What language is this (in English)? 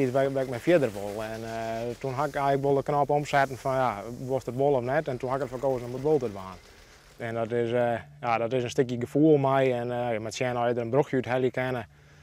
Western Frisian